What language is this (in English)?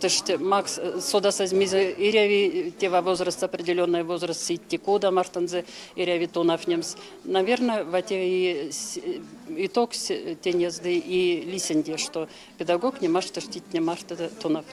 Erzya